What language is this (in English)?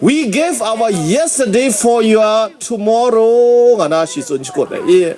Kachin